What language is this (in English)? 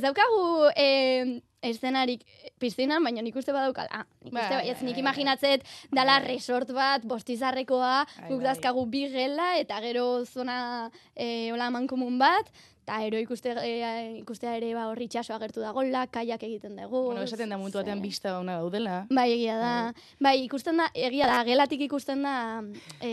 Basque